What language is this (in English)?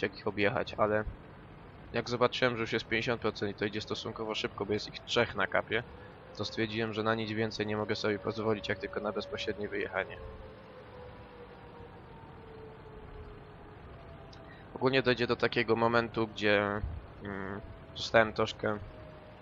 Polish